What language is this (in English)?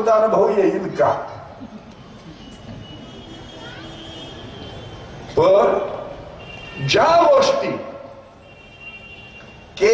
Marathi